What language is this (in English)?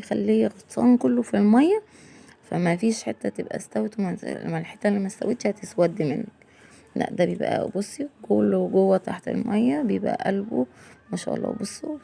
Egyptian Arabic